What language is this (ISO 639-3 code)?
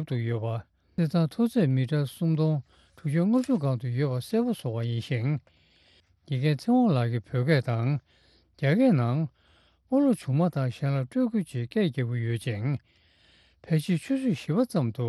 bod